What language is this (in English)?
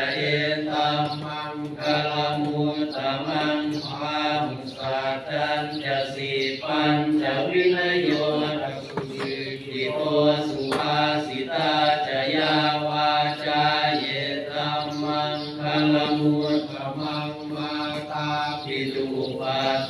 Pali